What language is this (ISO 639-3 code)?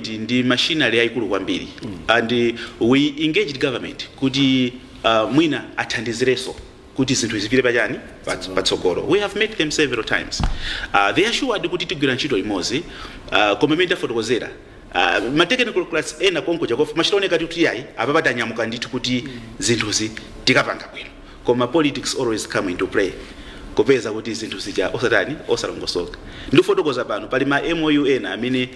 nya